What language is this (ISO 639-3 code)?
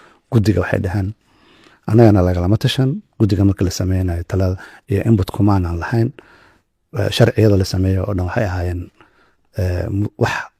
som